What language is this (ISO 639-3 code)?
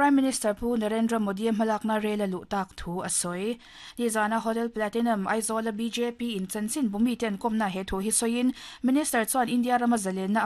lus